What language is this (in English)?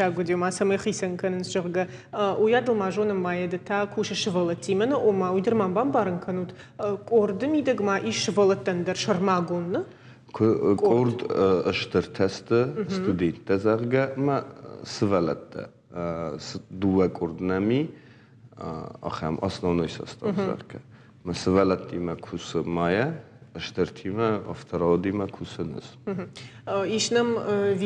Ossetic